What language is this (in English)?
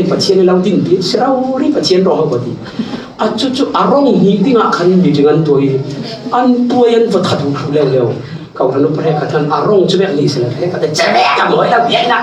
Falam Chin